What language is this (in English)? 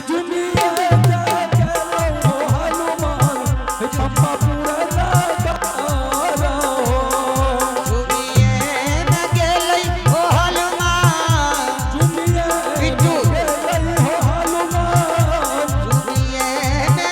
Angika